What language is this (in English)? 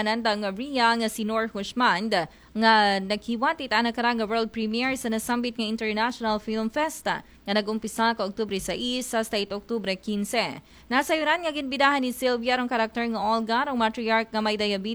Aklanon